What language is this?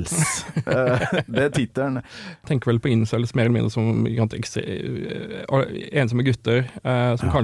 Norwegian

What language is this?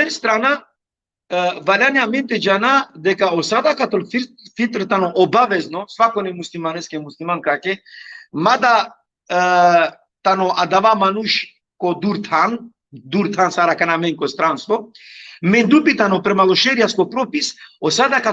Balkan Romani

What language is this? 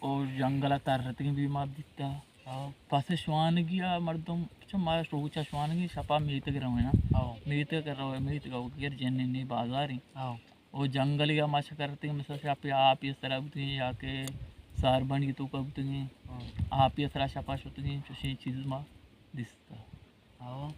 Baluchi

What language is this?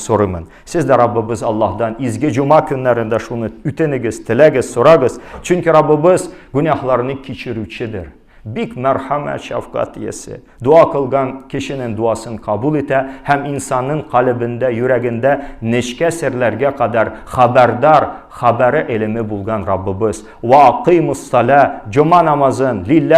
Tatar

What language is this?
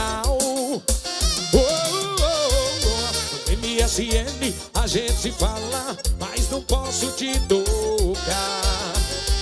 Portuguese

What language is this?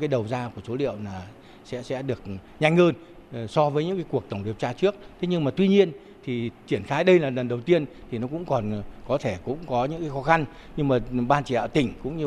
Vietnamese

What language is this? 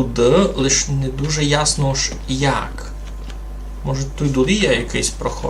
Rusyn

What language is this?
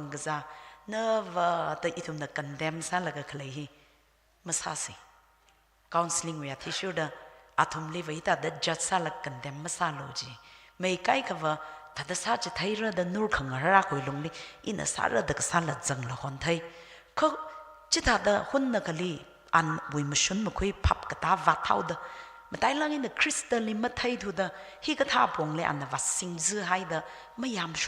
Tangkhul Naga (India)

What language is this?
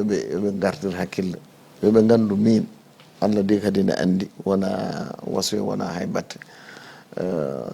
Fula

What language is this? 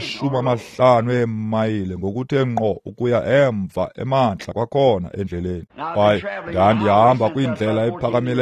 Xhosa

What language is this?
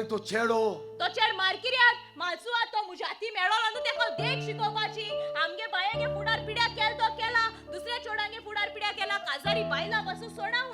Konkani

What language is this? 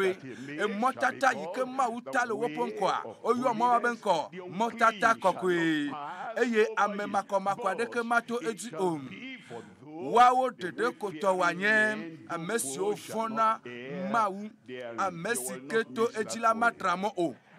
Ewe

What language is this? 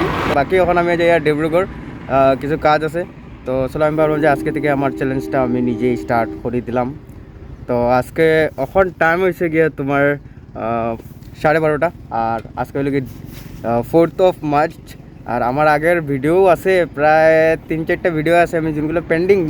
Sylheti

